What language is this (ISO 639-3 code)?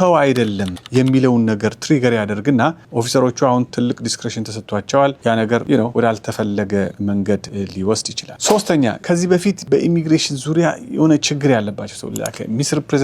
amh